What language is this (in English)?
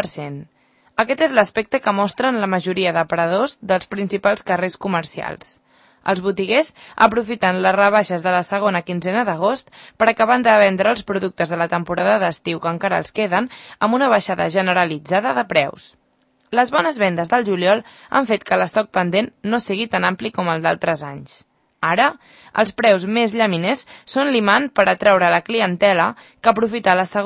Catalan